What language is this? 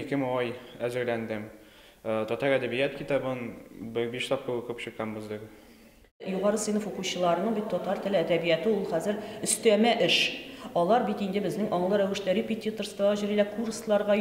Tatar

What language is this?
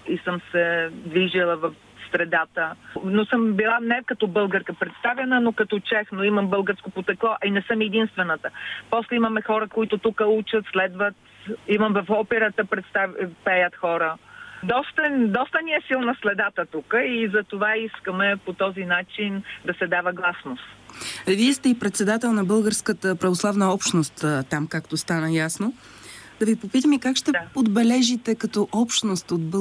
Bulgarian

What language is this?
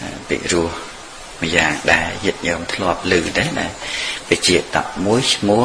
Khmer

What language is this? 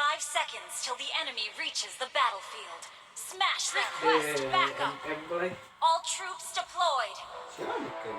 Minangkabau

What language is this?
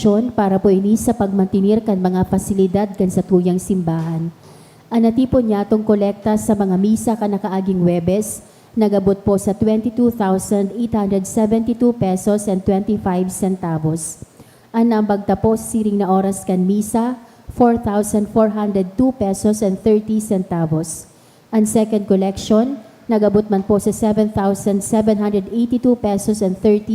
Bikol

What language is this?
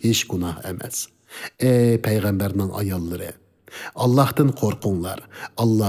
Uyghur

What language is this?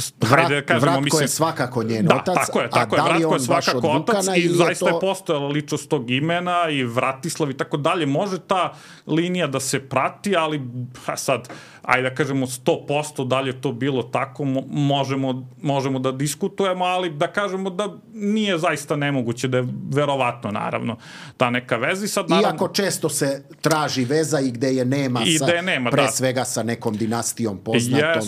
Serbian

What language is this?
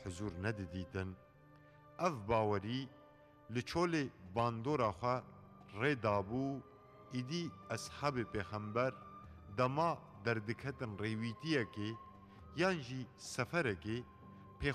Kurdish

